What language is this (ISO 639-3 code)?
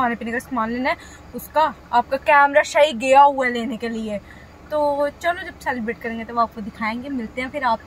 hin